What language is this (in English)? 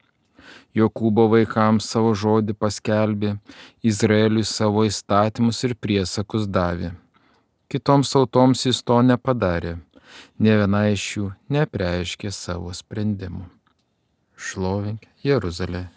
Lithuanian